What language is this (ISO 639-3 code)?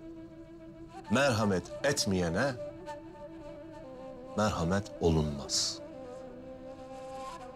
tur